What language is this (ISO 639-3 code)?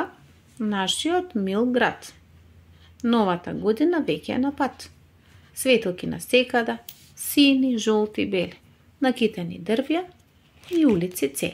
mkd